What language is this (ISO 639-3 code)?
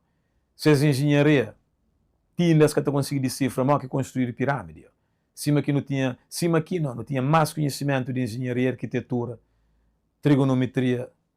kea